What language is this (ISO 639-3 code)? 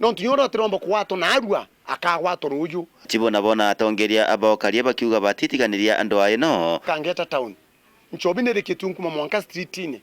mer